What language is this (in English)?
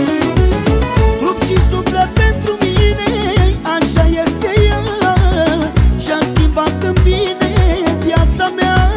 Romanian